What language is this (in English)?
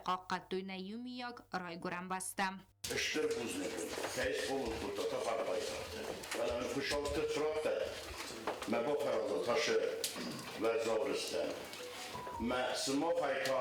Ossetic